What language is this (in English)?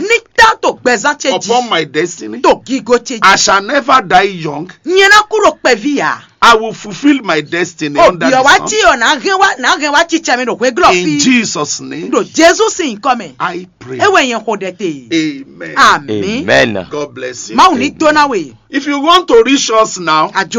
Fon